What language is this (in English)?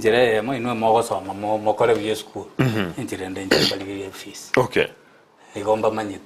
Gusii